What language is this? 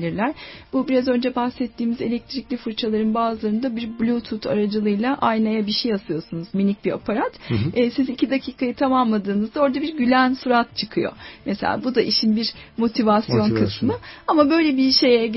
Turkish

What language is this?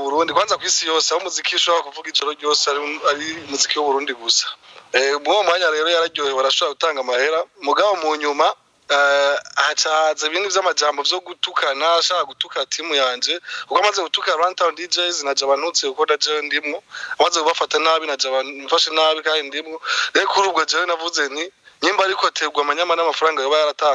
Rundi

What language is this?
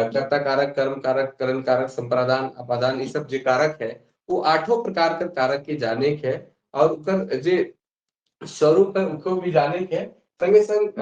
Sadri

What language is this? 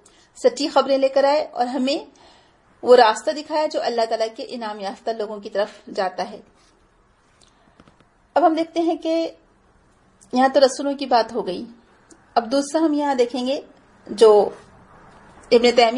Urdu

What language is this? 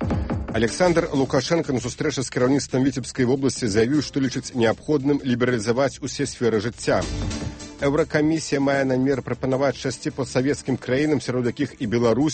Belarusian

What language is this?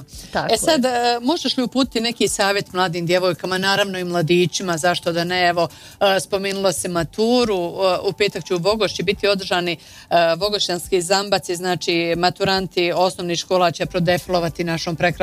Bosnian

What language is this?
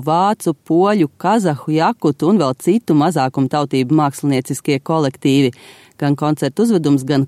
Latvian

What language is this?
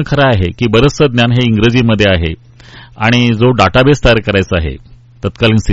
Marathi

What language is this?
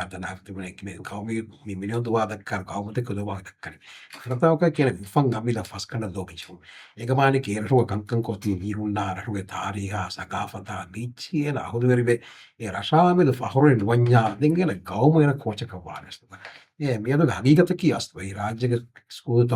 Divehi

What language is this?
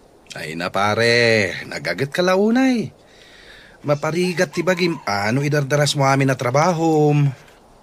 Iloko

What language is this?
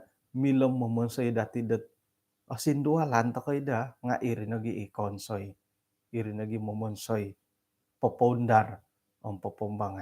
Central Dusun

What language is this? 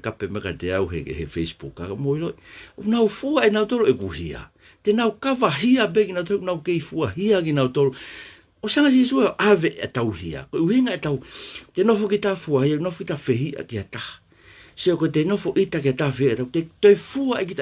Tongan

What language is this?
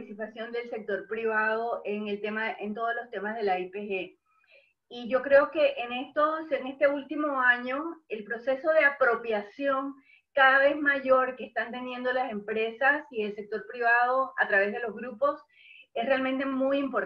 Spanish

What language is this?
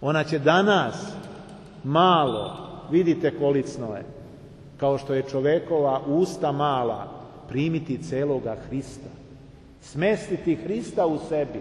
Serbian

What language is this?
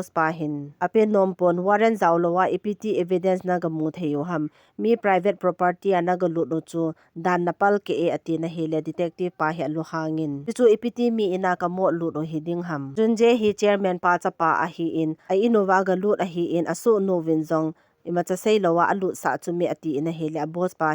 Thado Chin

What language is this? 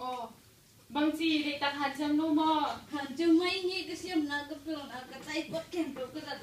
Tedim Chin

